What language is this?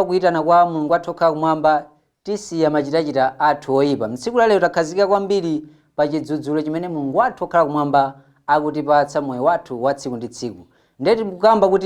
Nyanja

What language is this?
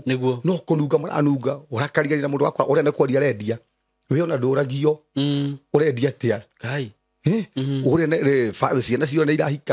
Kikuyu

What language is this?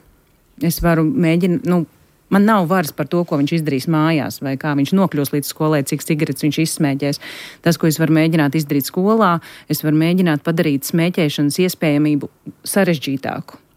Latvian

